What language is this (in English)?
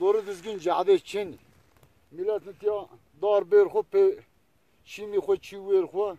Zaza